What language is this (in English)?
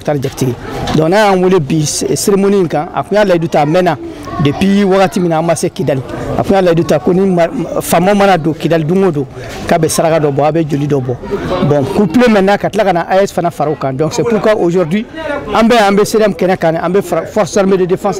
Bambara